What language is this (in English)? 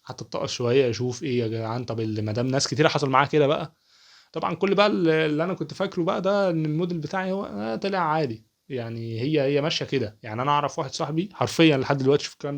Egyptian Arabic